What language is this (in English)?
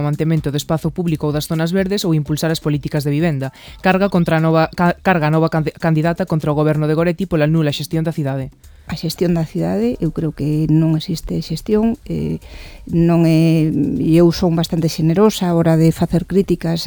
Galician